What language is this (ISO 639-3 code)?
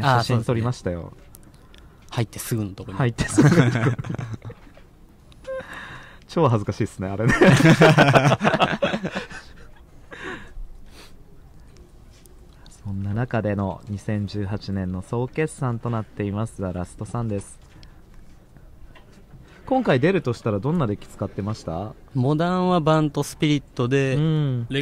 jpn